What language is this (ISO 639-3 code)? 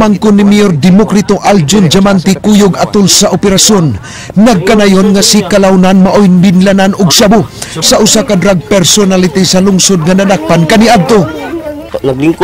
ceb